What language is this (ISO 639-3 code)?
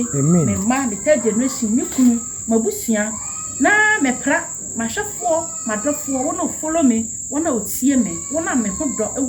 aka